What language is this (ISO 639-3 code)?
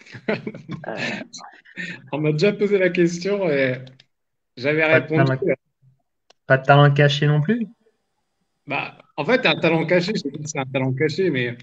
fra